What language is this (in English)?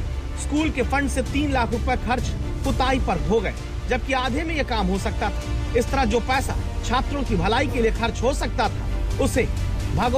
Hindi